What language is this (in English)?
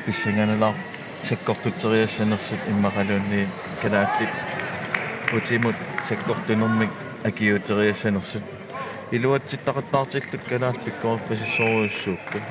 Kalaallisut